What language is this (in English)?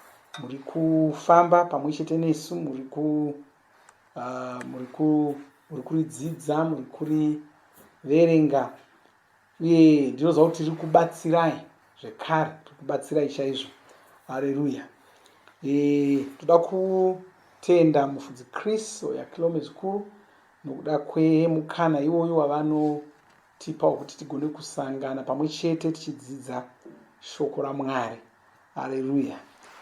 Shona